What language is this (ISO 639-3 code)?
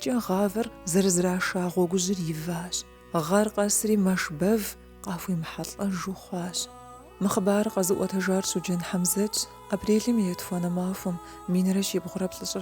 kbd